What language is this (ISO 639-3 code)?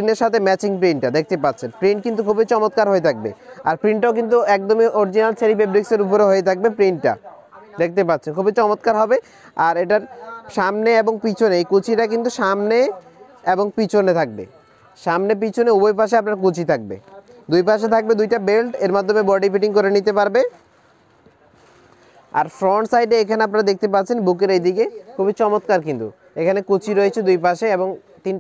ben